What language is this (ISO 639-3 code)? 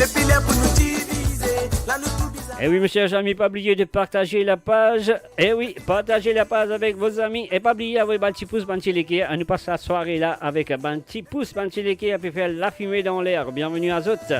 mfe